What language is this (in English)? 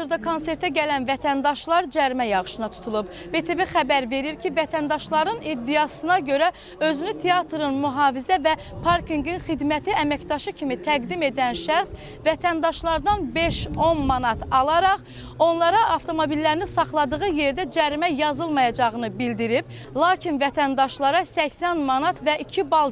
Azerbaijani